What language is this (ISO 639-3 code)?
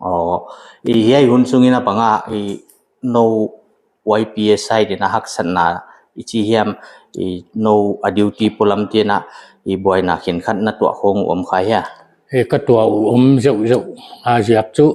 pck